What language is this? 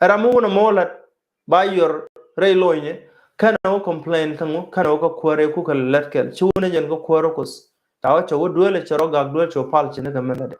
Nuer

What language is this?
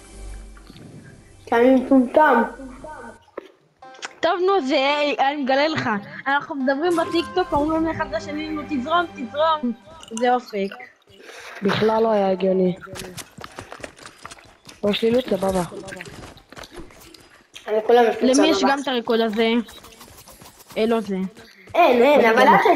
Hebrew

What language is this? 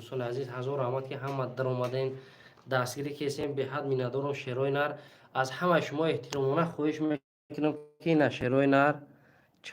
Tajik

